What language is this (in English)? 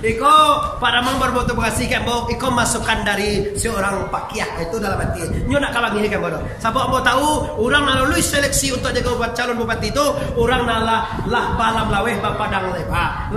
Minangkabau